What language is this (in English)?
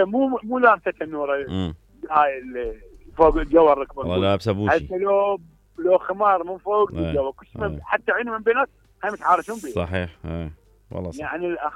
Mesopotamian Arabic